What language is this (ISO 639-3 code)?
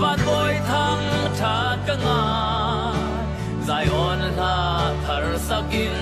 cnh